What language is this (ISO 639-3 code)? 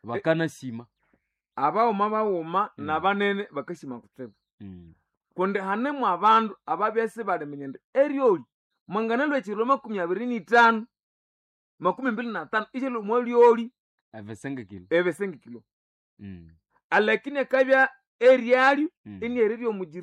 nnb